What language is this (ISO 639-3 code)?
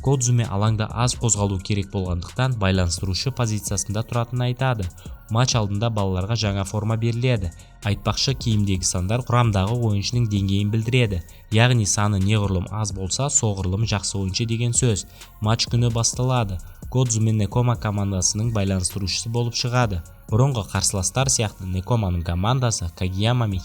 kaz